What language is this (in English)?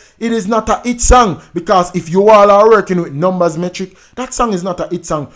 Jamaican Creole English